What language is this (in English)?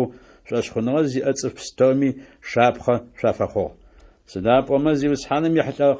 Adyghe